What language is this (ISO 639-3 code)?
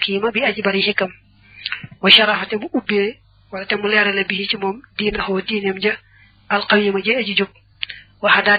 wol